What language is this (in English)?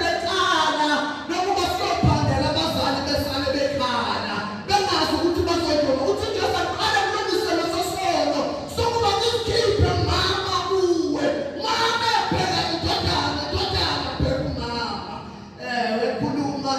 Zulu